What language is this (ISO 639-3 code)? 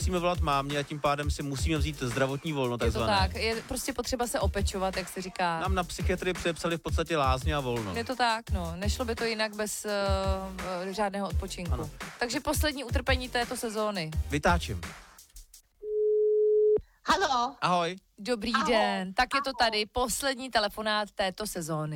ces